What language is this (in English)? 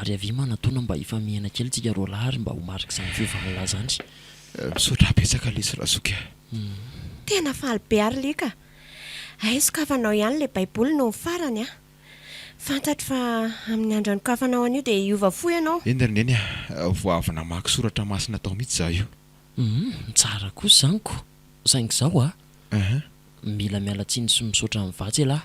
Malagasy